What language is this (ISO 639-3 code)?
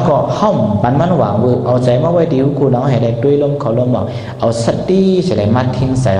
shn